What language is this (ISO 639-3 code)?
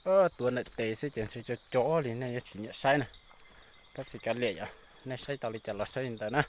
hmn